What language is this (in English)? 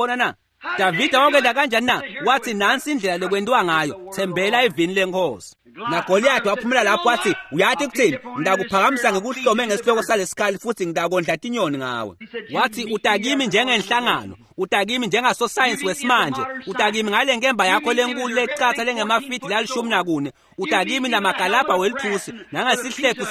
Swati